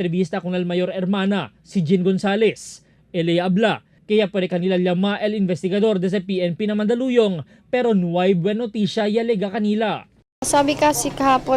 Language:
Chavacano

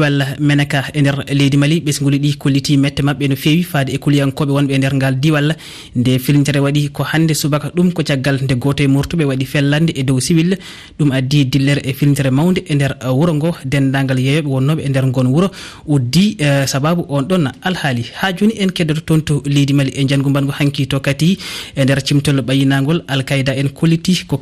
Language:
Fula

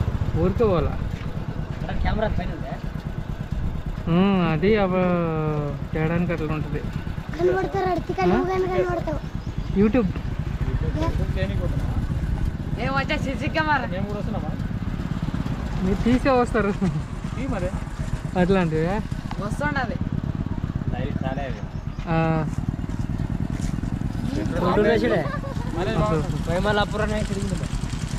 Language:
Telugu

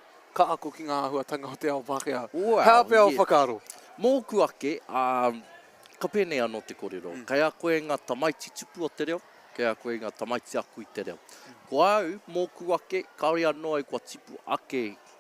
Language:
Māori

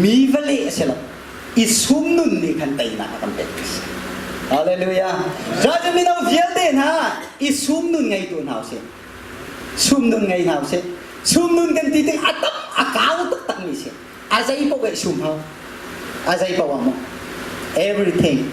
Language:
Hakha Chin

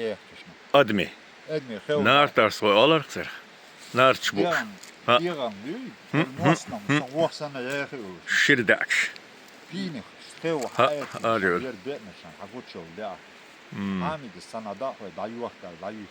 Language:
Chechen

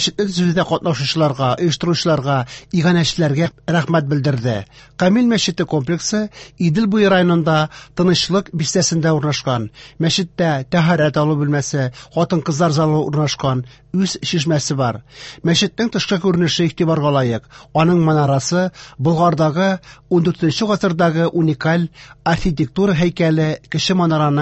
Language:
Tatar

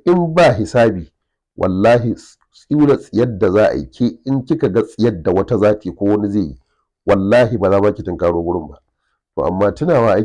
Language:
Hausa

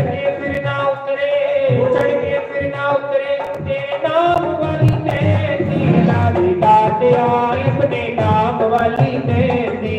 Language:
Dogri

